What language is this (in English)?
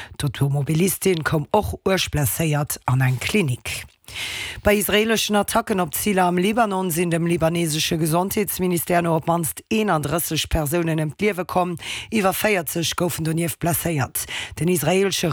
Luxembourgish